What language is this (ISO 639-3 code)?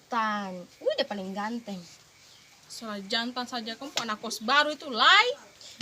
abs